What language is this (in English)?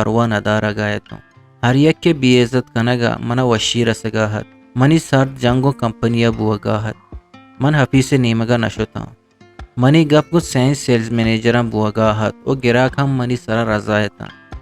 Eastern Balochi